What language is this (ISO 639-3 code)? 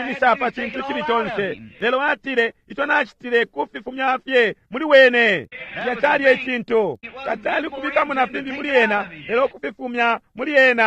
bem